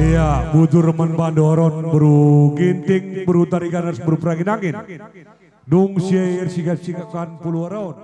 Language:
Batak Karo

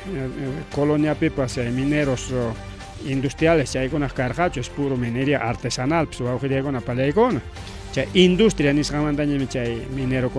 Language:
Ayacucho Quechua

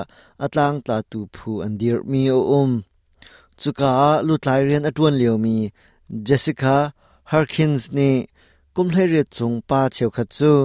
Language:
Hakha Chin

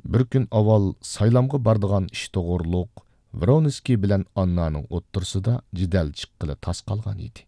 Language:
Uyghur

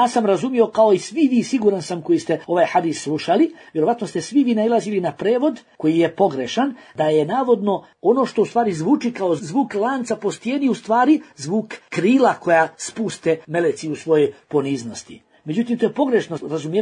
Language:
Bosnian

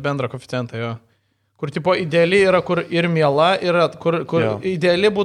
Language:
Lithuanian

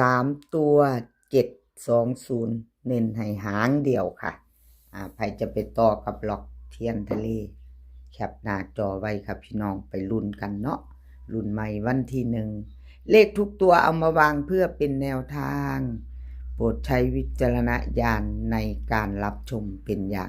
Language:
Northeastern Thai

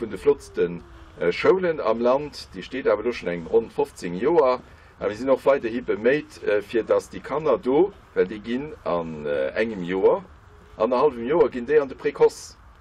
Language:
Luxembourgish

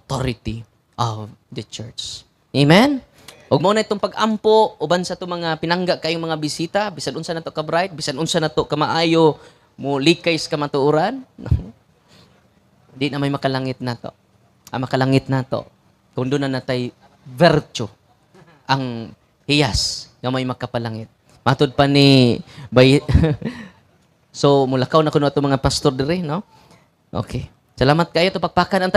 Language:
Cebuano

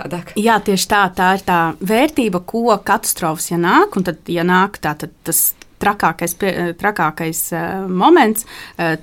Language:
Latvian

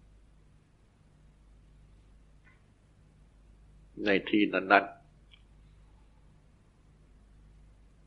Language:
Thai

